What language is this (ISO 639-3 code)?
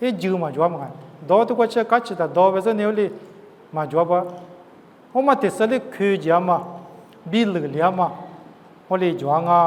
lis